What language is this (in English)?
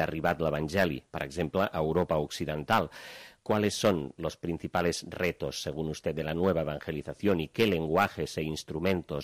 Catalan